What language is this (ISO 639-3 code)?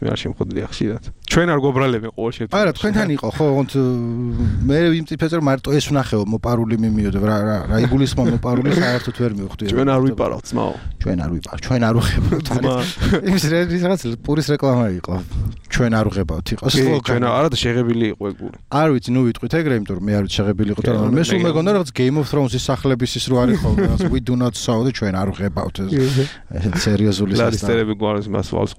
kat